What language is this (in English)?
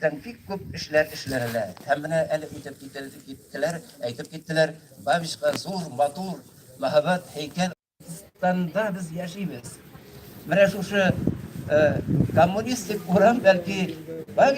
Bashkir